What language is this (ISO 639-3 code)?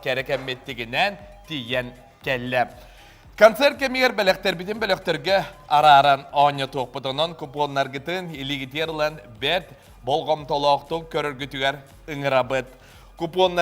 sah